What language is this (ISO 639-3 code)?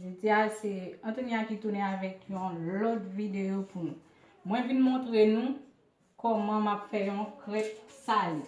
hat